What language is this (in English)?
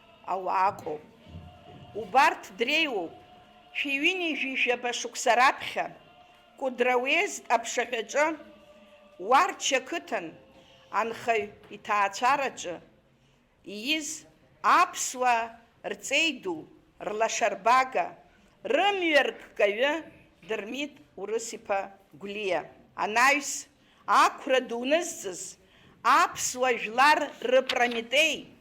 Abkhazian